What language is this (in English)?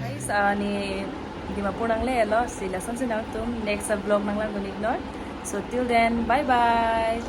Karbi